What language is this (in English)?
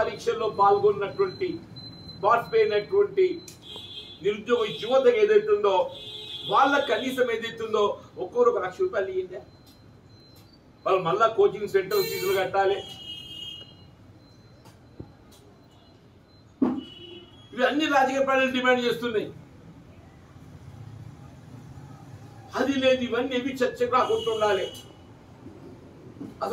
Telugu